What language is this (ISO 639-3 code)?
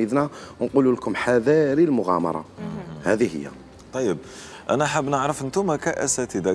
arq